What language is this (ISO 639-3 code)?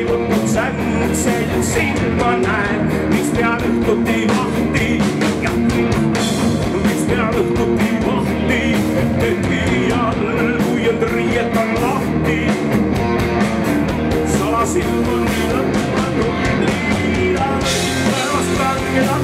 est